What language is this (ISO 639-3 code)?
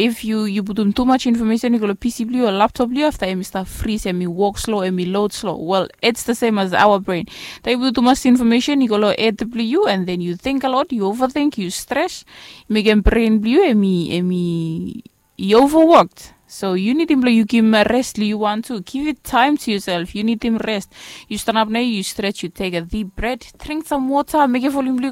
bis